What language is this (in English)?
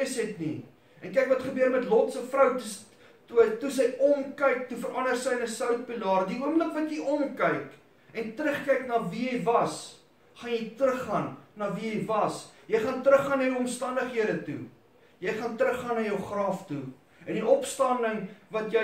Afrikaans